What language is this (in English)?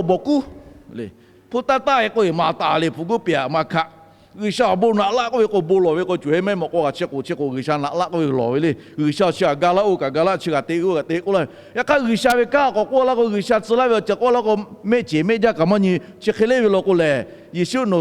Lahu